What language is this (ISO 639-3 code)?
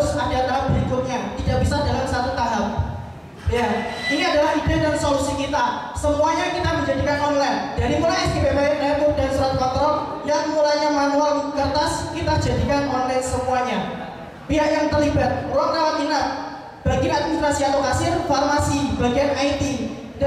ind